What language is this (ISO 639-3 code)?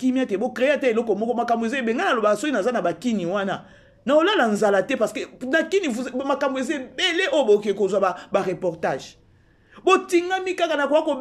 lin